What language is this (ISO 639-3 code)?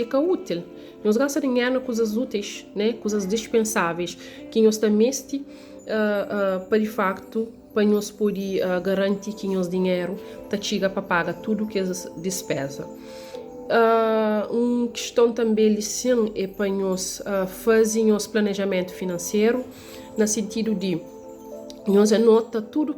kea